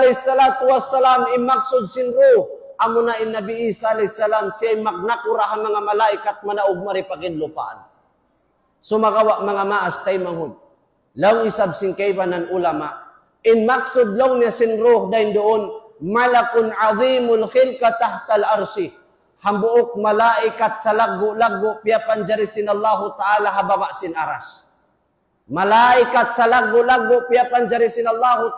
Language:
Tausug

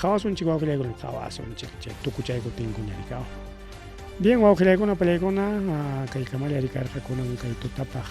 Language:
Ayacucho Quechua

